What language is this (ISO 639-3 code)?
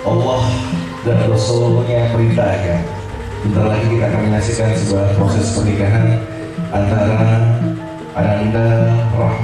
ind